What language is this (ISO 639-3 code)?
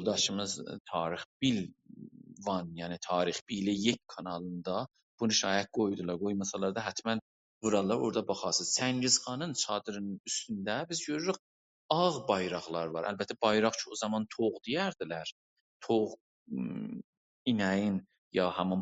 azb